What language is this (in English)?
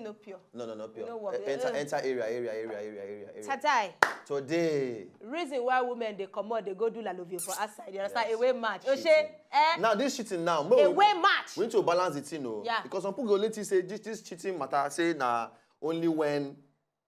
Nigerian Pidgin